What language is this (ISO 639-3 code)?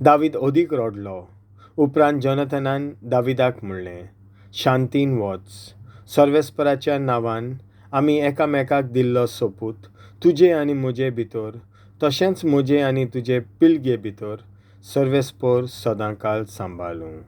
kok